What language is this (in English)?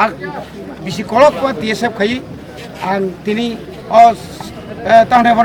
Kok Borok